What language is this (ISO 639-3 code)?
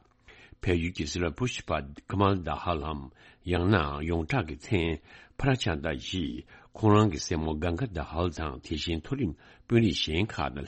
bod